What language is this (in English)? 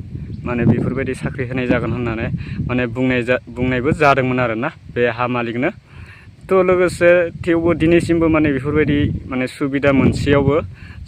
Bodo